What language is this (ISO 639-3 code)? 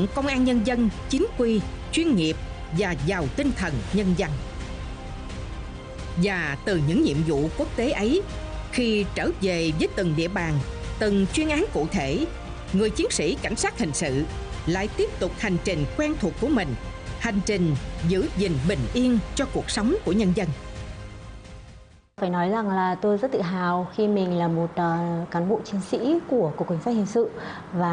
vie